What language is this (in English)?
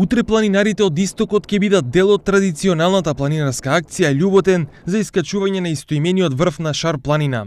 Macedonian